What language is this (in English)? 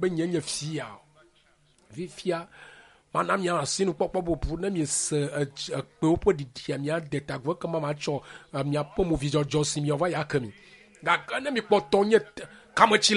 Ewe